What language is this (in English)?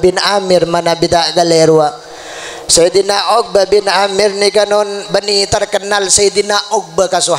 Madurese